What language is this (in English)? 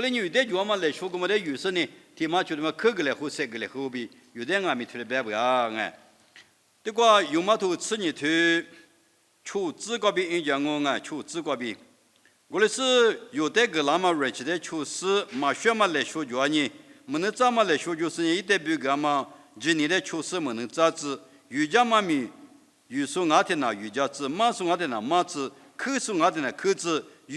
Lisu